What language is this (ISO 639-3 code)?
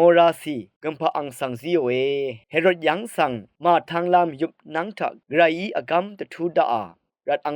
raw